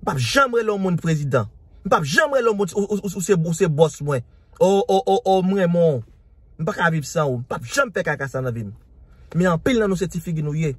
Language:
Haitian Creole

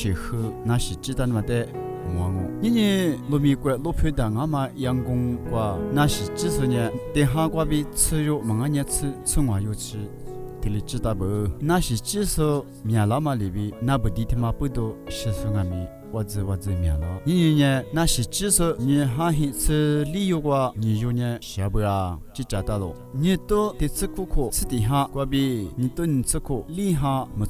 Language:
Lisu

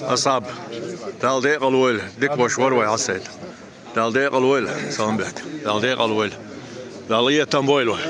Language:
Chechen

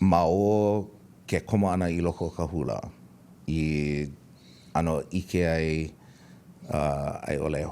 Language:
Hawaiian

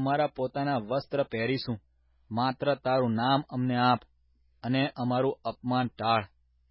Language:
Gujarati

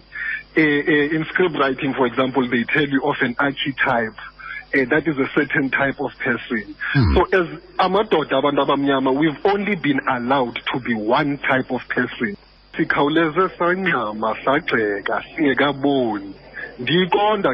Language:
Xhosa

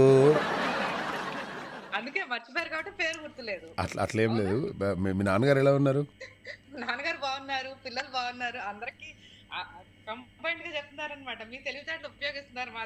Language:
Telugu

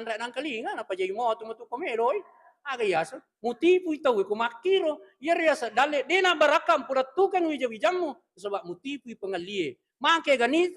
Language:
Buginese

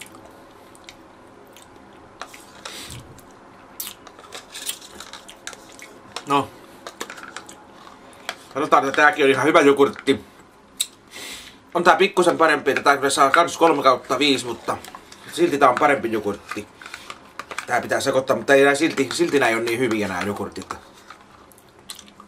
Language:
Finnish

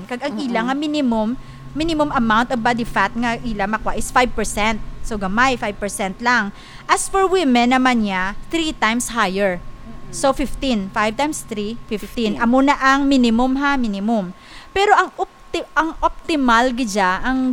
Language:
Hiligaynon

